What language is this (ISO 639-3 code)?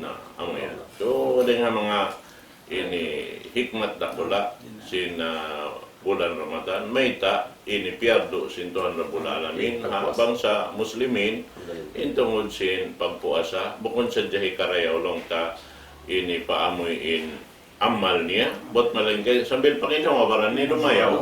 tsg